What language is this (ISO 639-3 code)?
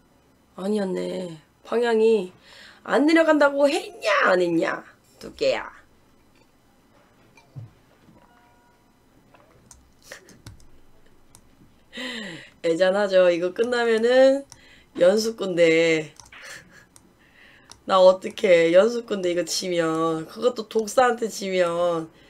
kor